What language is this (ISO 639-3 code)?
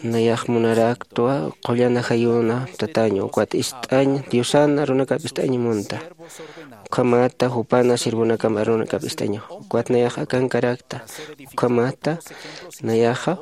aym